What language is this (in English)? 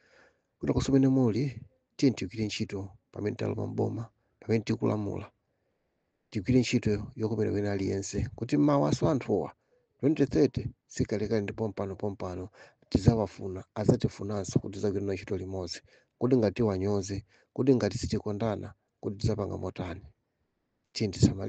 Nyanja